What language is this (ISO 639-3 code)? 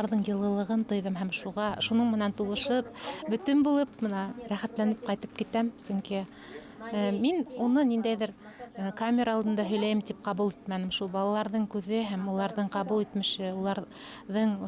bak